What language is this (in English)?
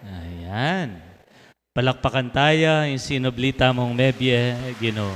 Pampanga